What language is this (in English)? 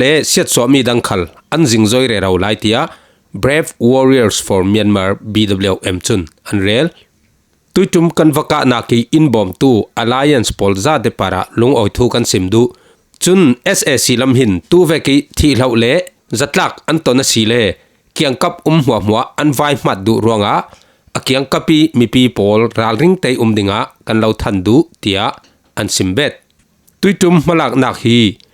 Falam Chin